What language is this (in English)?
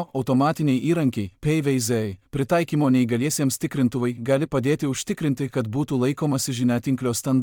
Lithuanian